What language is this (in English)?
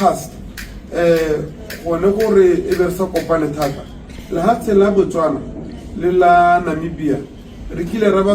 Tswana